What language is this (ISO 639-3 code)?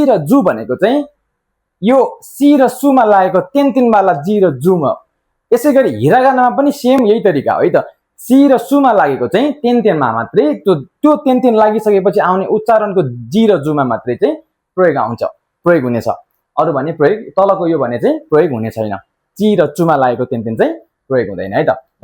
nep